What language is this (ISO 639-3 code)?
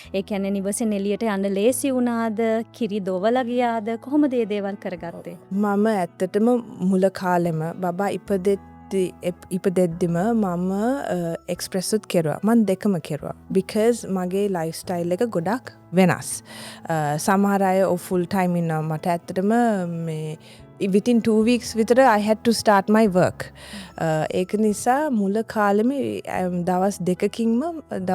sin